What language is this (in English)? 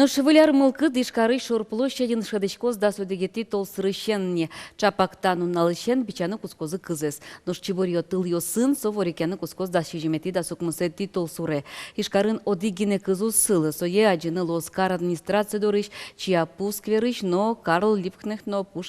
Udmurt